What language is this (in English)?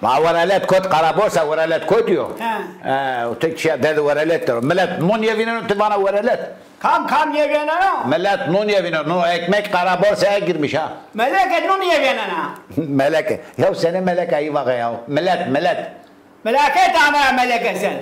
Zaza